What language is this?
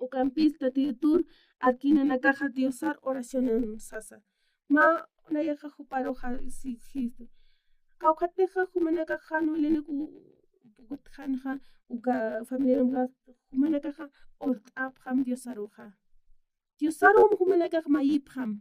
Aymara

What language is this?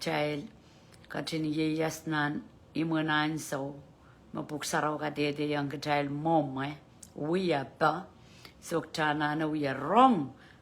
Pohnpeian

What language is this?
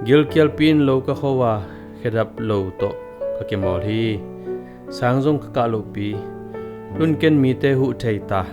Tedim Chin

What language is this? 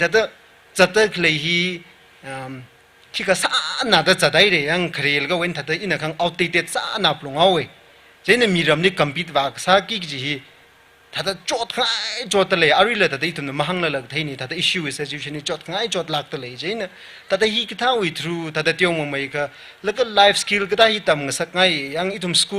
Tangkhul Naga (India)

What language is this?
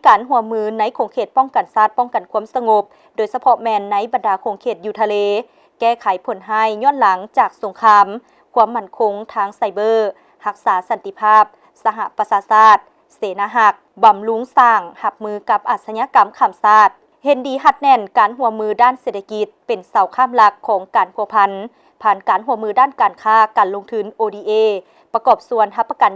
Lao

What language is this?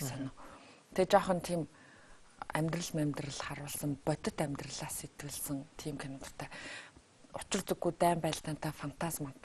Mongolian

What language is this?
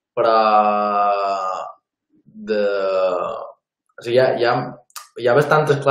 Catalan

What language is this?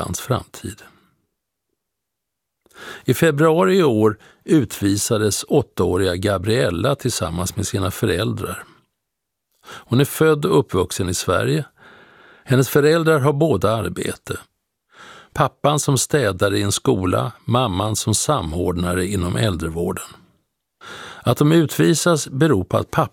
Swedish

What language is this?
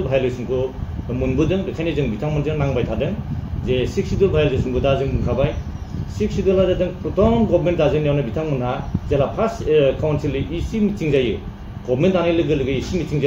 Bodo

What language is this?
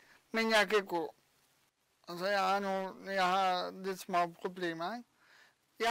Danish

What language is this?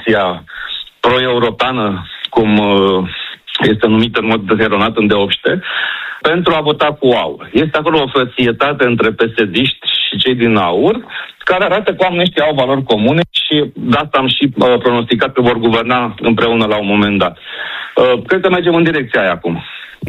Romanian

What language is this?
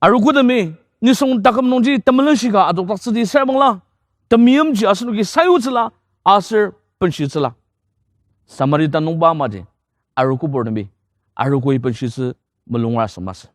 Ao Naga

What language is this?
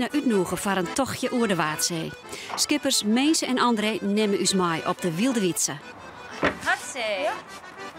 Western Frisian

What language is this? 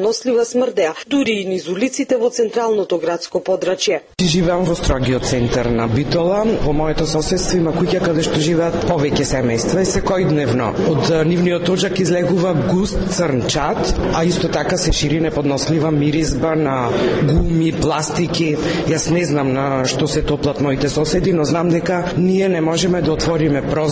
Macedonian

